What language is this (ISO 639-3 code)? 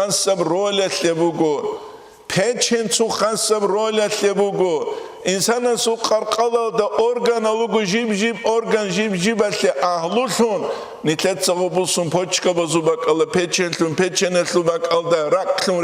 ava